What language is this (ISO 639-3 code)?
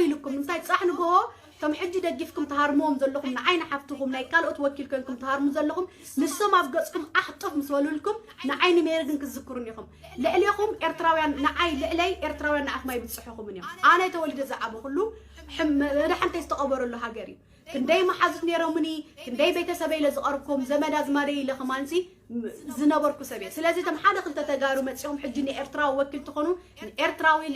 tir